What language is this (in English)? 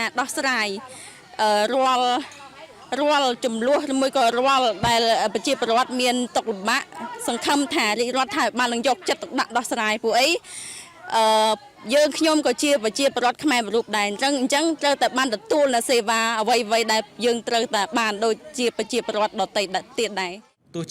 Khmer